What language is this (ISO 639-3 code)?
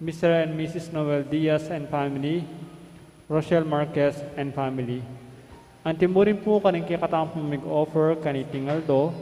pam